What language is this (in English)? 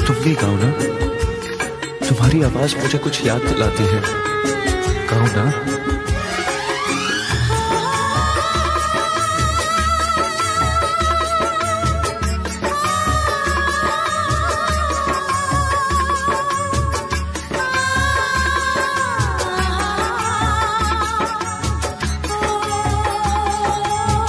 Hindi